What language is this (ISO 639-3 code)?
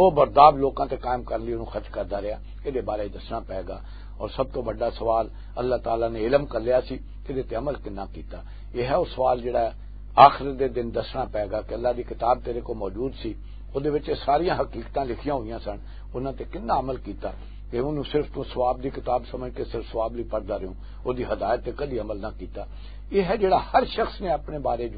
lah